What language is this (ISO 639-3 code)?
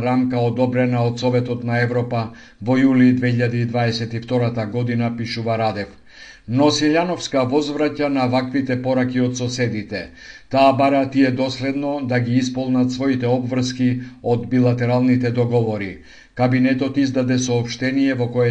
mkd